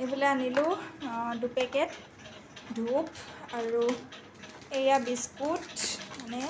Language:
Assamese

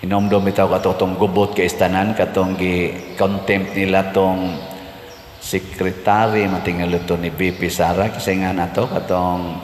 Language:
Cebuano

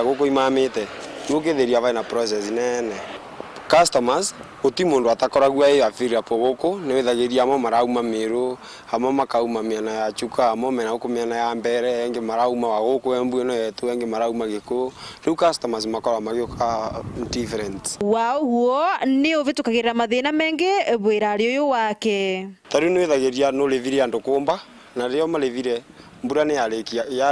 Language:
Meru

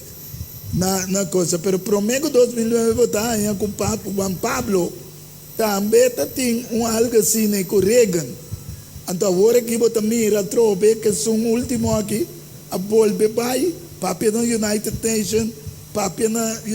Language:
Papiamento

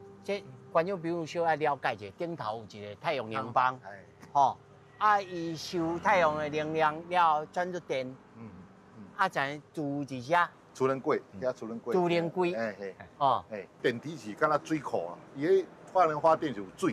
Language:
Min Nan Chinese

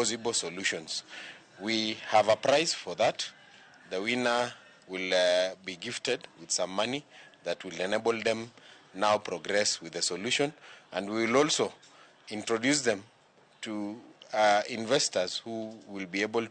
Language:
Luo (Kenya and Tanzania)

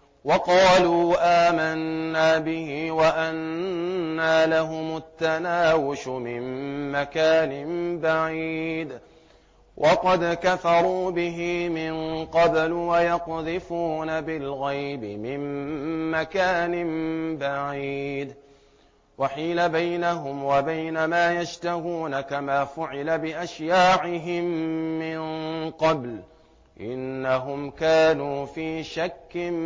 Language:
Arabic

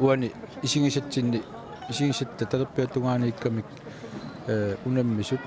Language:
Kalaallisut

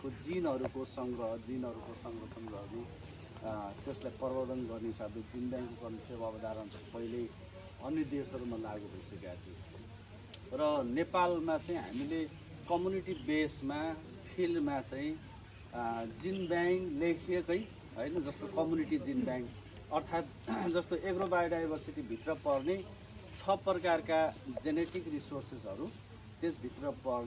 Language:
Nepali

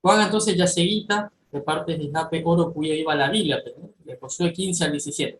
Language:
Guarani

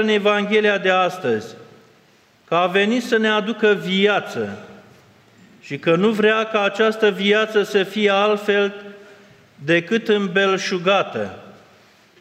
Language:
Romanian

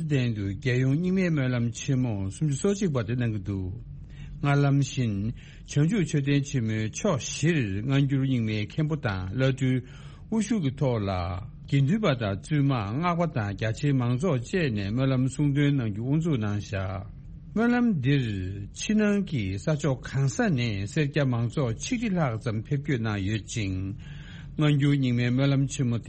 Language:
Tibetan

